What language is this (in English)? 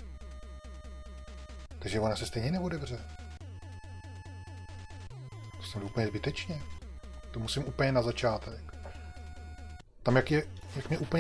Czech